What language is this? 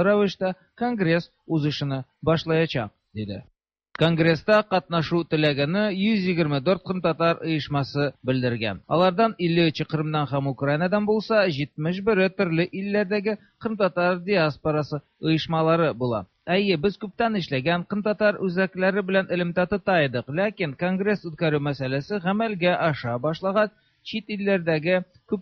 Tatar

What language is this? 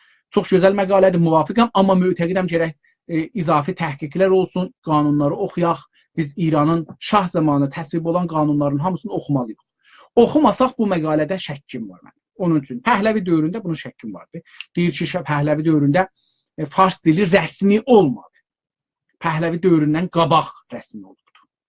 South Azerbaijani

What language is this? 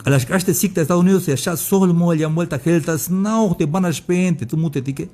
Tzeltal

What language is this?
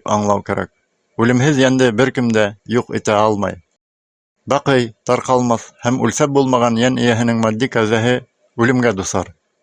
Bashkir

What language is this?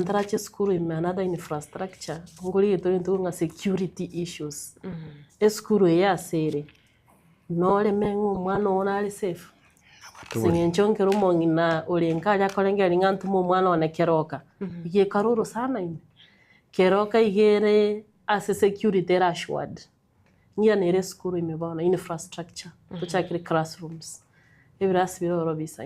Gusii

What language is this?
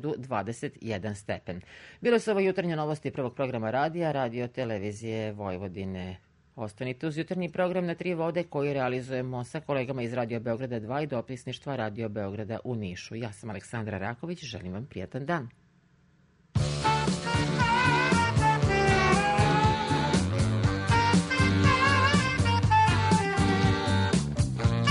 Serbian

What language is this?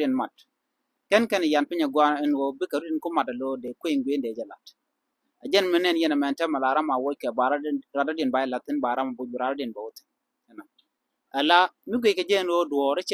Nuer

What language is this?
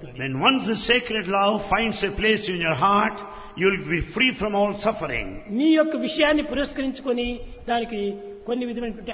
Telugu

